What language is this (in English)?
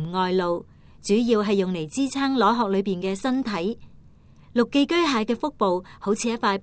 Cantonese